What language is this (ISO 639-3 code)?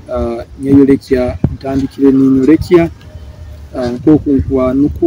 nyo